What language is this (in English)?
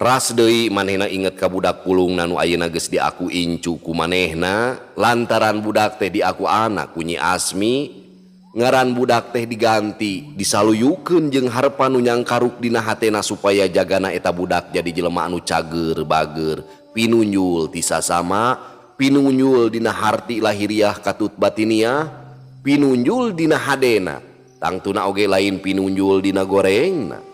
Sundanese